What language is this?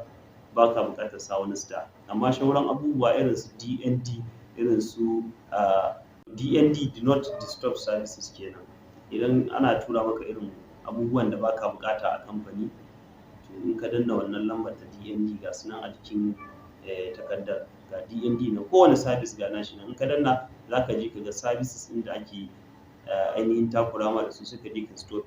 Hausa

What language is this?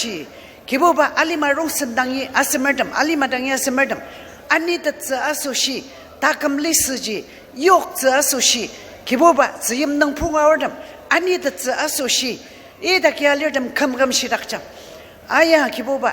Ao Naga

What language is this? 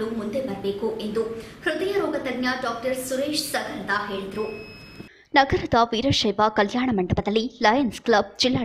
Kannada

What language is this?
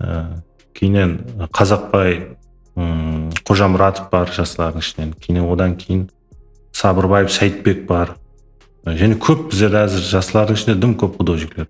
Kara-Kalpak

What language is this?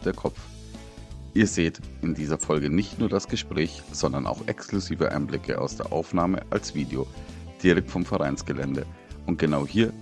German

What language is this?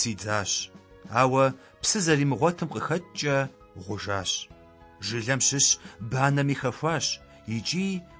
Kabardian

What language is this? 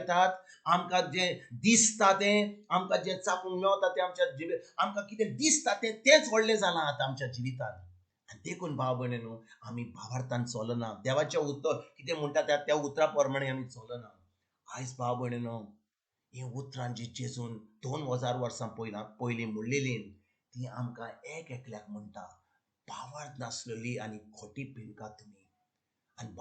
Konkani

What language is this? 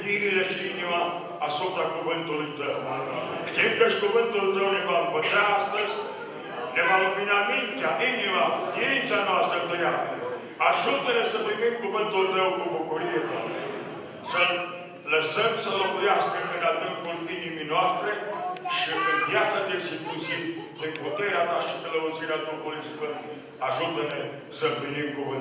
Romanian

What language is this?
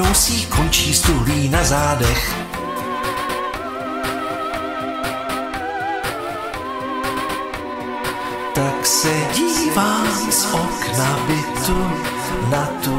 Czech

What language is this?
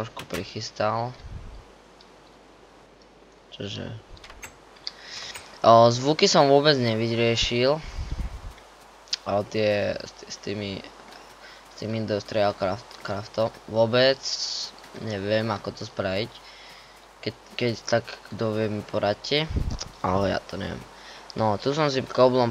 Slovak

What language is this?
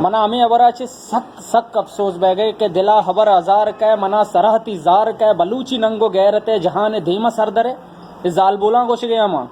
Baluchi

